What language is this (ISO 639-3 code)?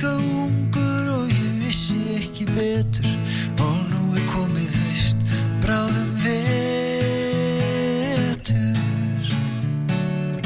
isl